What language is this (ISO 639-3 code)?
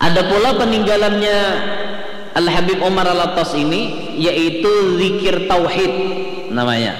bjn